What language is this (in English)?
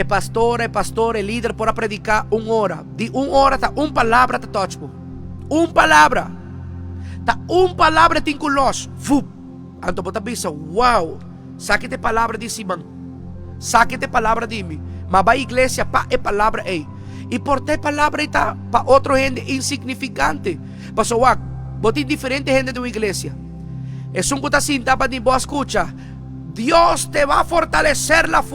Papiamento